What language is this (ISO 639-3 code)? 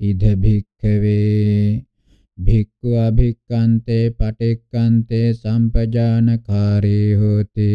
pli